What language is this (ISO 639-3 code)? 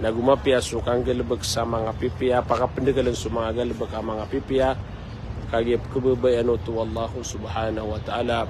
mrw